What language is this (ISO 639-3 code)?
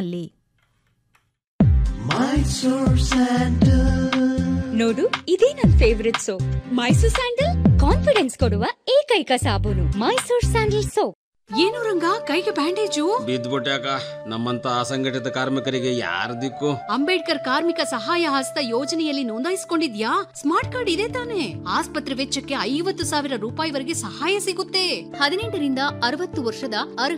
kan